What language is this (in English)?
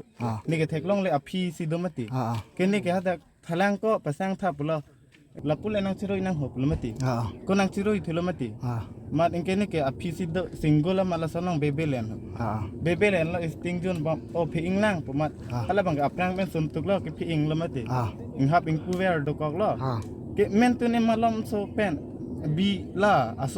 Karbi